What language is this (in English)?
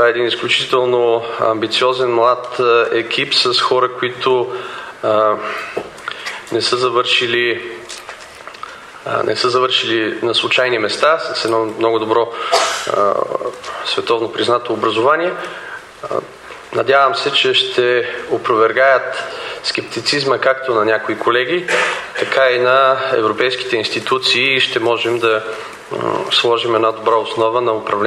Bulgarian